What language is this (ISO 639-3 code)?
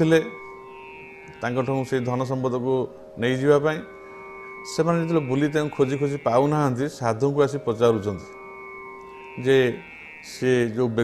ori